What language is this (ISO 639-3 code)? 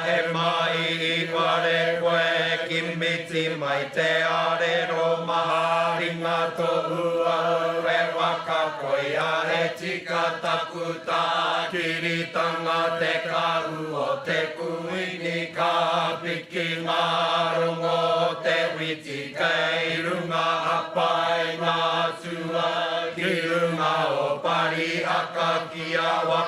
mri